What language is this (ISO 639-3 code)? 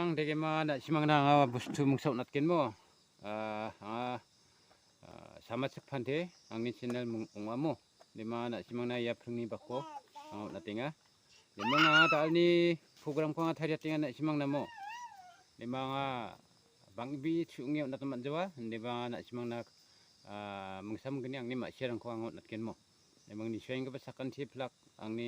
grt